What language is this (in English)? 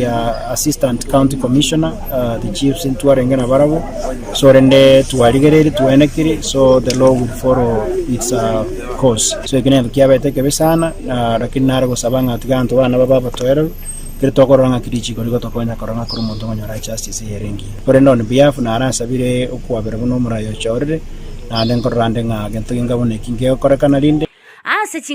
Gusii